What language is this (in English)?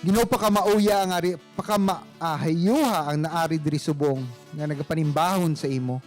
Hiligaynon